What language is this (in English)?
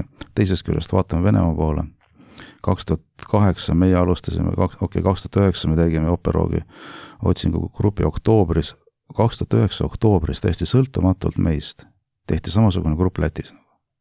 Estonian